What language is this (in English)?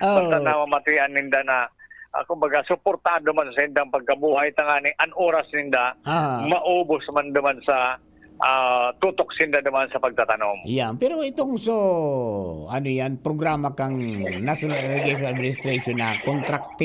Bikol